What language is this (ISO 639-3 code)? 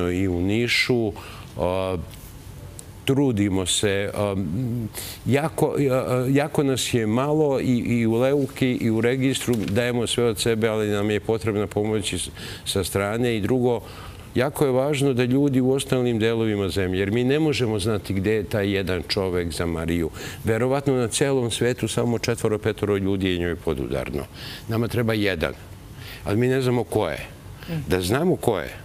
srp